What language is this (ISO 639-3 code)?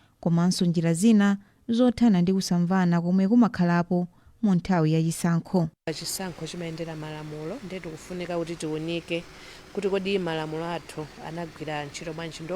nya